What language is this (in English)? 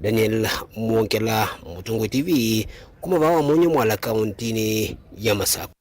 Kamba